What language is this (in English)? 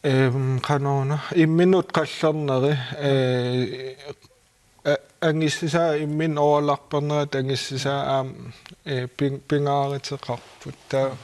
Kalaallisut